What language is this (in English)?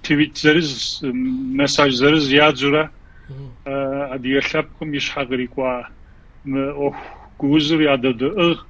Kabardian